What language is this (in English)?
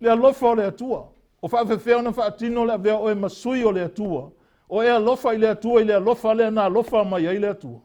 Samoan